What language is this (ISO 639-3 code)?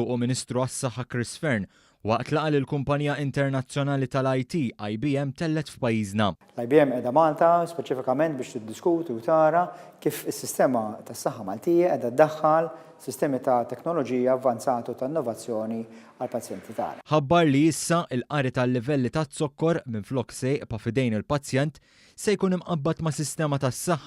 mlt